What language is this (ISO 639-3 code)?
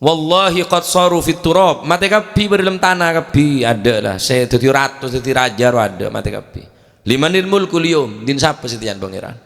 mad